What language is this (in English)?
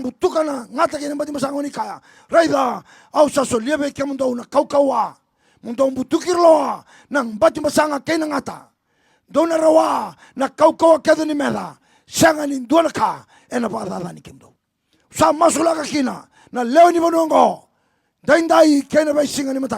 Fijian